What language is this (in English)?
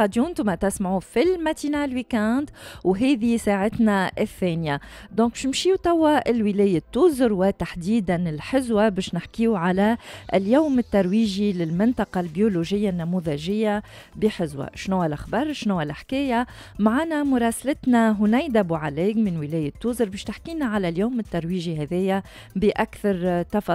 Tunisian Arabic